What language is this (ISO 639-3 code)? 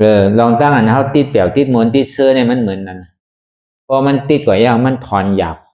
shn